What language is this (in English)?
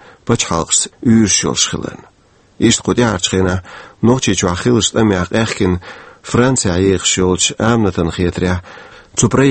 Chechen